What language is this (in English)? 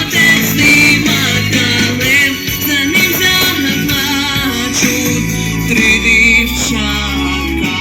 Rusyn